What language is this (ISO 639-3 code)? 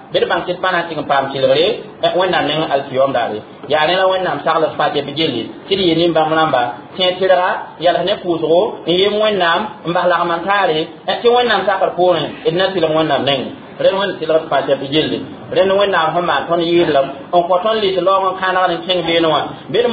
mos